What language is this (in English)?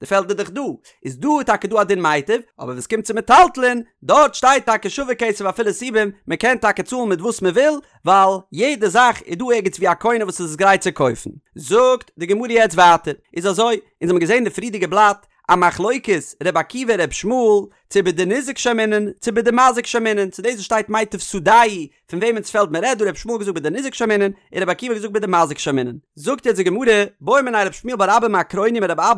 Yiddish